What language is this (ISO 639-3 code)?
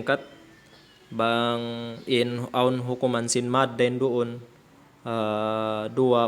tsg